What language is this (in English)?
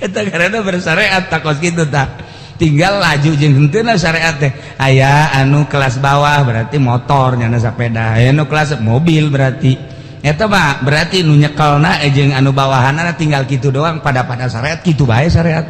Sundanese